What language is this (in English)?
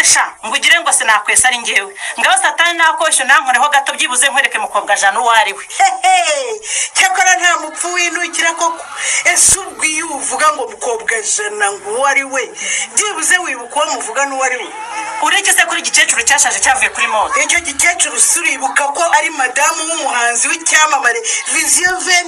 Kinyarwanda